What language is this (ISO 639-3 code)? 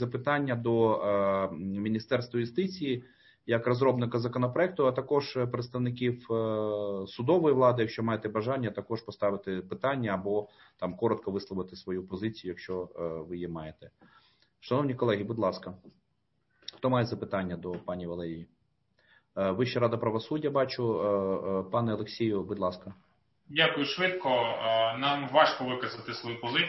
ukr